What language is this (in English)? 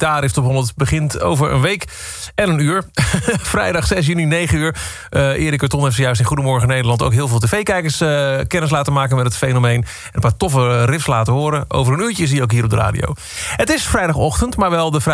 Dutch